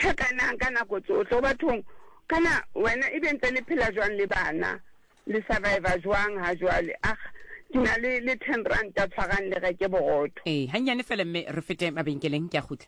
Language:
Southern Sotho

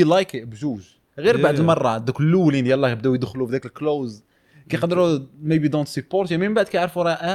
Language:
Moroccan Arabic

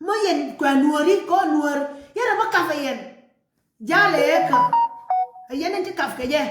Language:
Nuer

